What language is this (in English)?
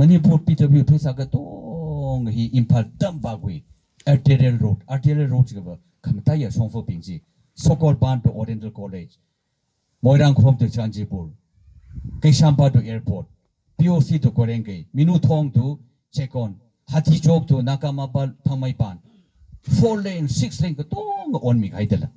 Tangkhul Naga (India)